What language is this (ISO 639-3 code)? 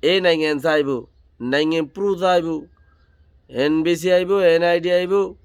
rhg